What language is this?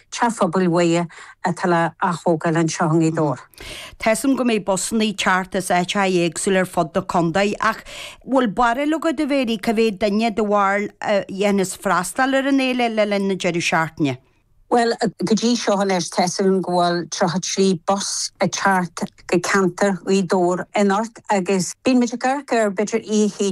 Irish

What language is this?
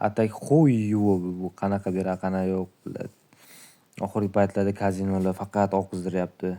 Uzbek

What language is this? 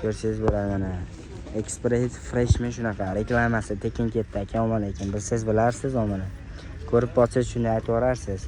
Uzbek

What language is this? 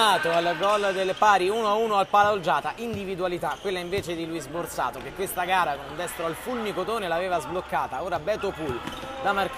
Italian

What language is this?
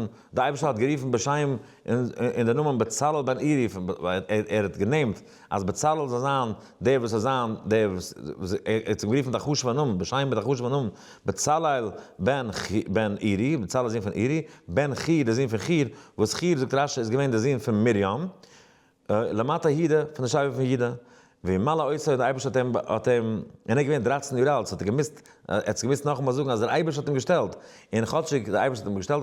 Yiddish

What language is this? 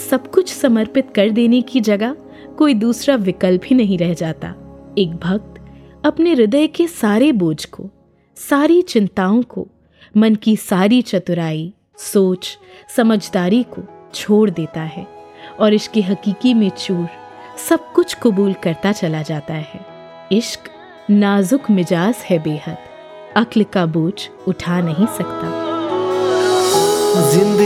Hindi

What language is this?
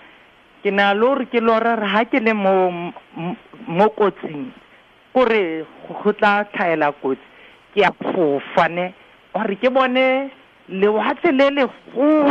Tswana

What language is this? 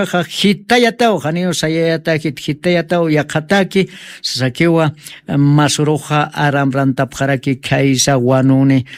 Aymara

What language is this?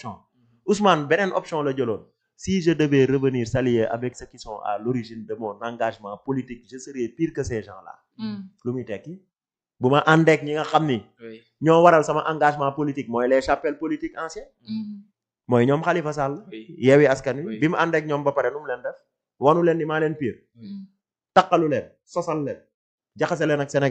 Wolof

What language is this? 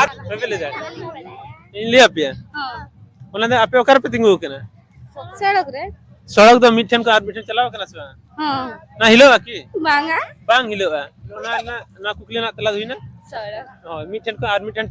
Santali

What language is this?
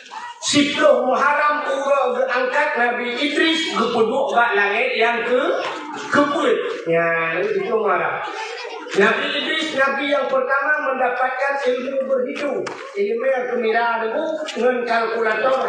Achinese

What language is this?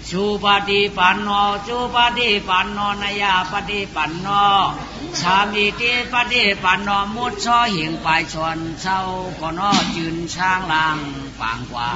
Shan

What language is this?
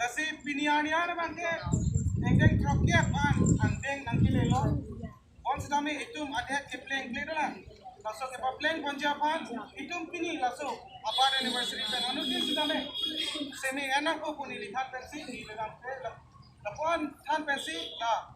Karbi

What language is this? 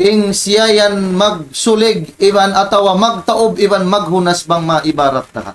Tausug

